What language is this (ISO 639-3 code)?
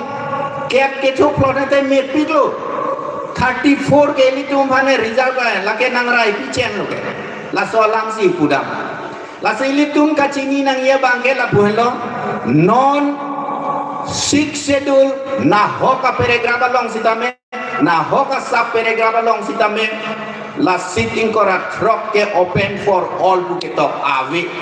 mjw